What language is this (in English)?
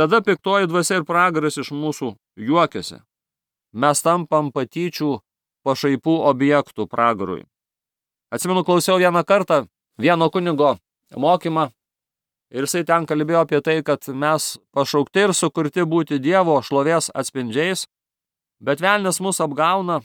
Lithuanian